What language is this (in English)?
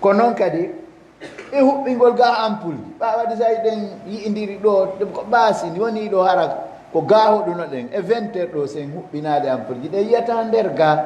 Fula